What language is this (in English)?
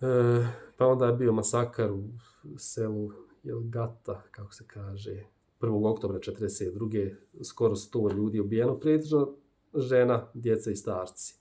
Bosnian